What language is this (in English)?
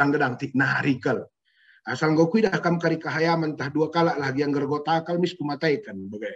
Batak Karo